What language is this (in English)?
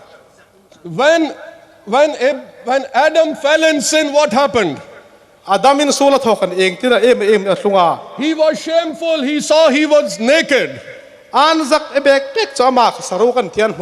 Hmar